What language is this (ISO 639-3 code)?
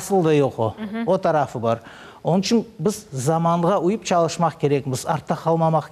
crh